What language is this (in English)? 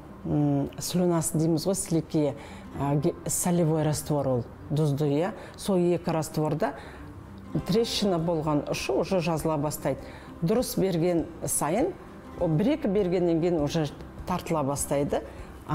Kazakh